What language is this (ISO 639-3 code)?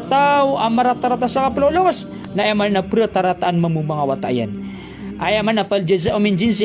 mrw